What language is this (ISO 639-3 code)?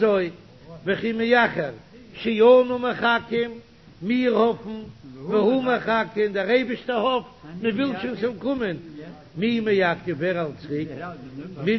yid